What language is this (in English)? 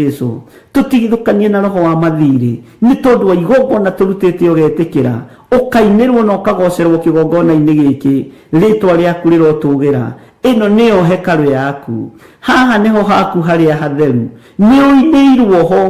Kikuyu